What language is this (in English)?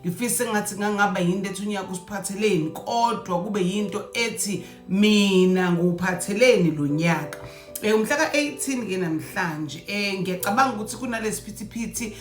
Zulu